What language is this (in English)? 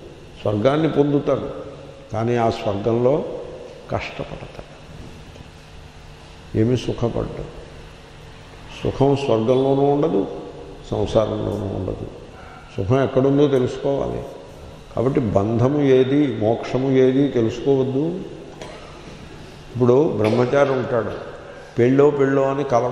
Telugu